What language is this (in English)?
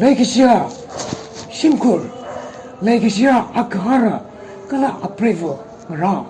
Tangkhul Naga (India)